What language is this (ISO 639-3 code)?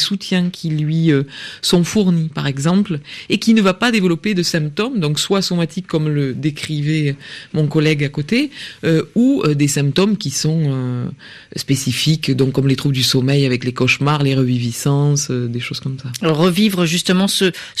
fra